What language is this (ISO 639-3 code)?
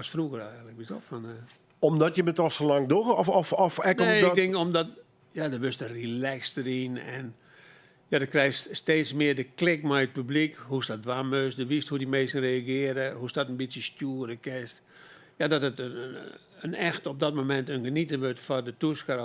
fry